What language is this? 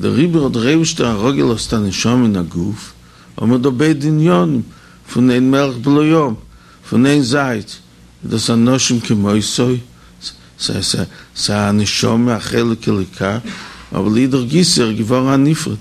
Yiddish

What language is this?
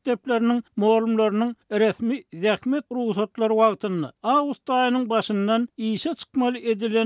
Turkmen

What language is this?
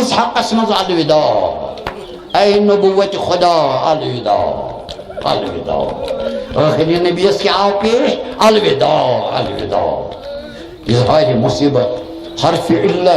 Kashmiri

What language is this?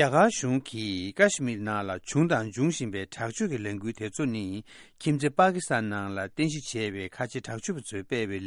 Tibetan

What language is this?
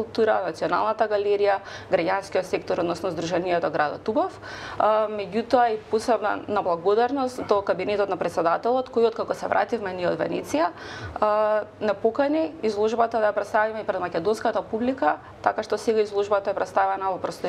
Macedonian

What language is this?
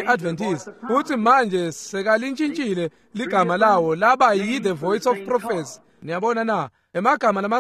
Swati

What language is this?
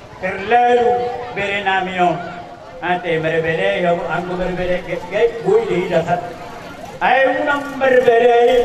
Batak Toba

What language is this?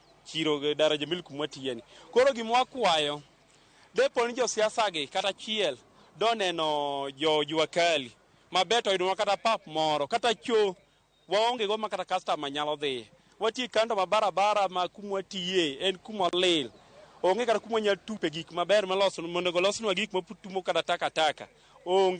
Luo (Kenya and Tanzania)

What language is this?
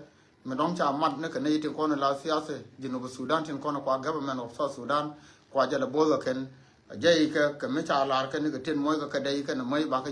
Nuer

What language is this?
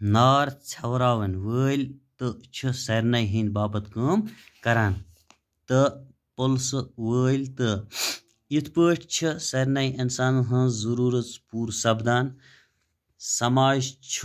Kashmiri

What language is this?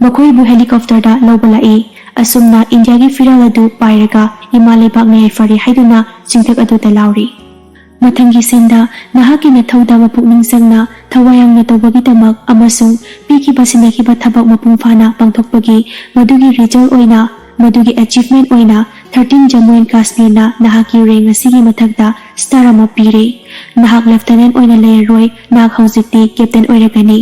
Manipuri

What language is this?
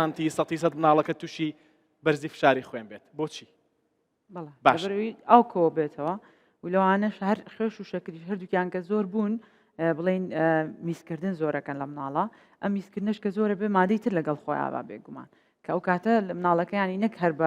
Central Kurdish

